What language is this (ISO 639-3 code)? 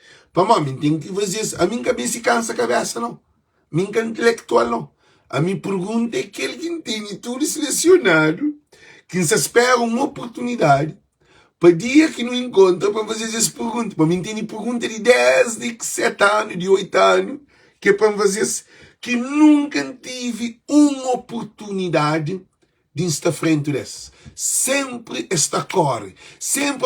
kea